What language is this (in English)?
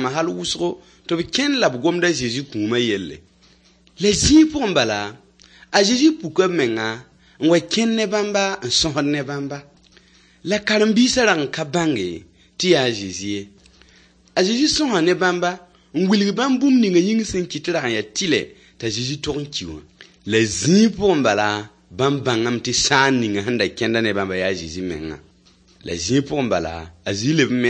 Mossi